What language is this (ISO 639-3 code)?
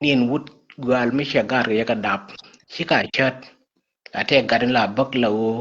nus